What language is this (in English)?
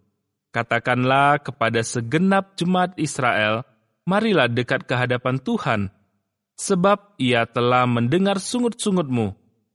Indonesian